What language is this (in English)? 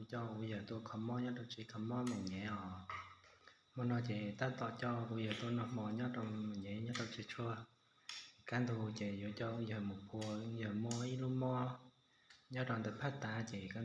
Hmong